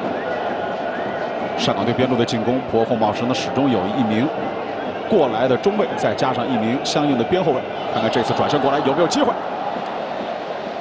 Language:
Chinese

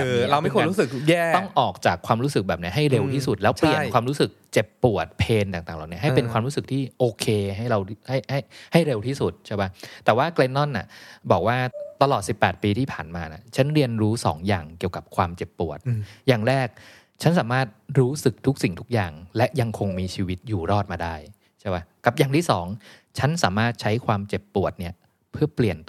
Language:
Thai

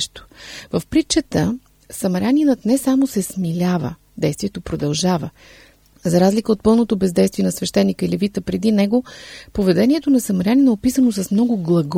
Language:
Bulgarian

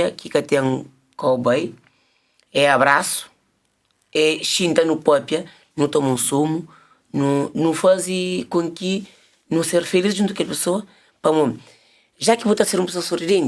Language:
Kabuverdianu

